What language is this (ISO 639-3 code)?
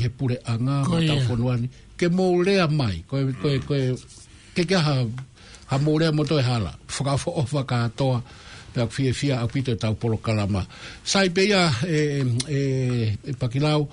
ton